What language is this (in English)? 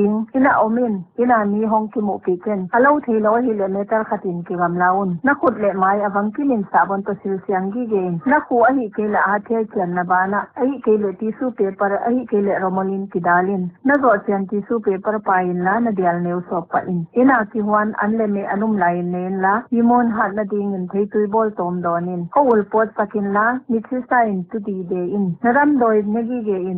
Paite Chin